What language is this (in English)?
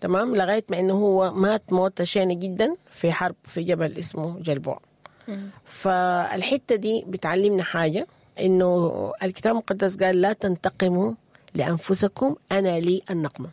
Sudanese Arabic